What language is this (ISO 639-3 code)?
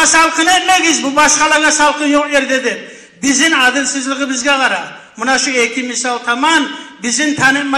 kum